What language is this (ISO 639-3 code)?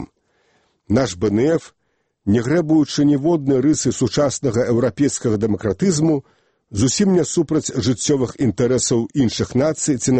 bel